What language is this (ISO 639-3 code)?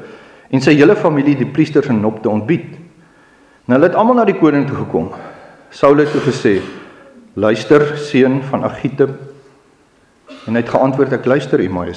afr